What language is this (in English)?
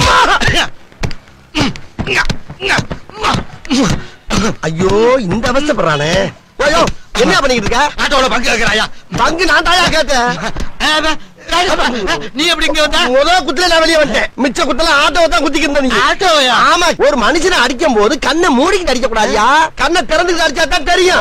Tamil